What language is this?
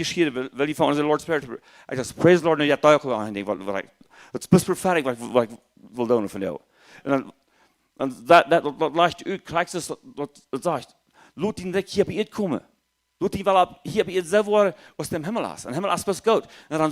Plautdietsch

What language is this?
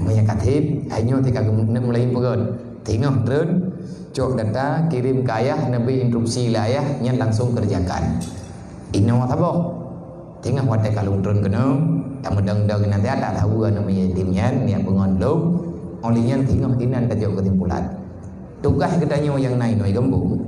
Achinese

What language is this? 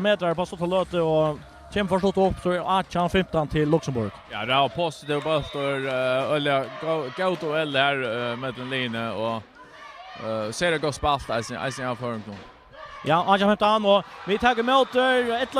Faroese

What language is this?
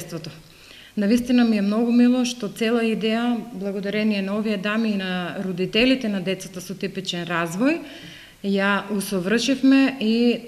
Macedonian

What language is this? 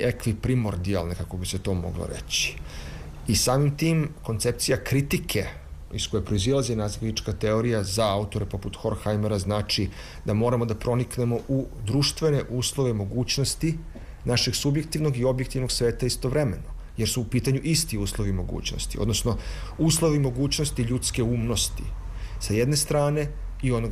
Serbian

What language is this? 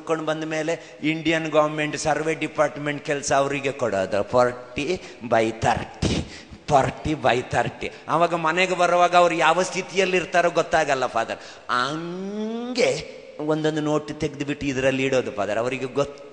Kannada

